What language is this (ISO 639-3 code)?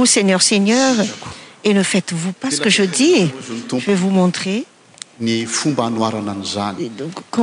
fra